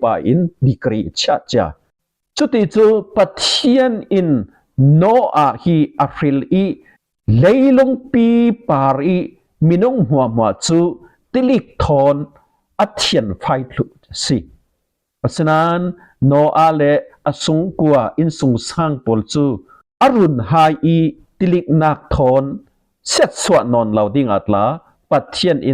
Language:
Falam Chin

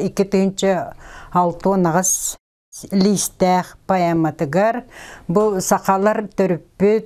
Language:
Yakut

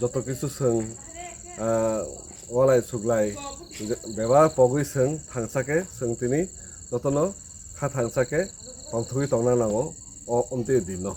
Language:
Kok Borok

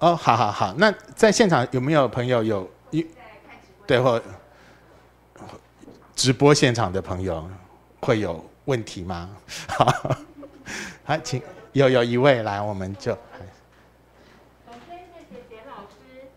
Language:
Chinese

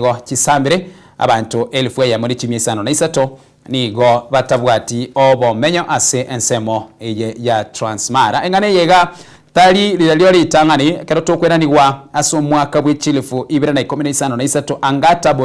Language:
Gusii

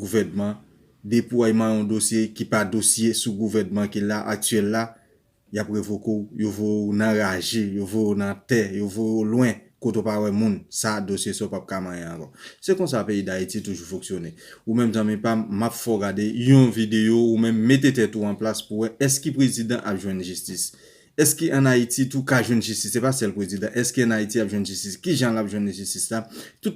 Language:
Haitian Creole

